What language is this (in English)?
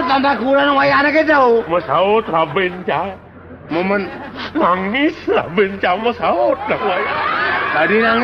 Balinese